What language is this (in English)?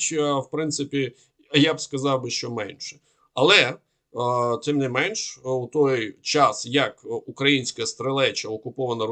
Ukrainian